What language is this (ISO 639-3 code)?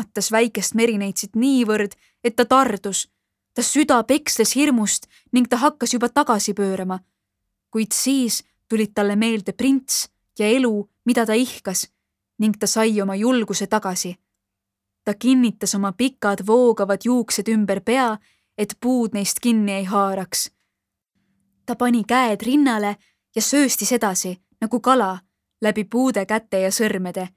est